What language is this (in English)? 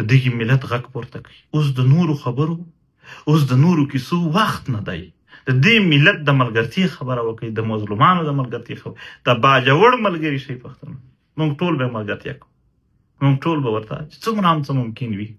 Pashto